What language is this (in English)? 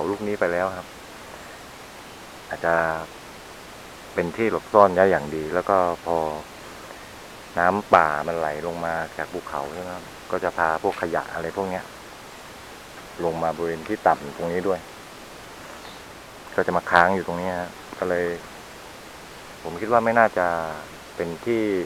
Thai